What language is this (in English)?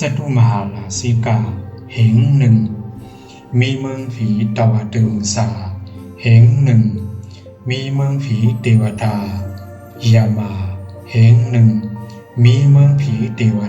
Shan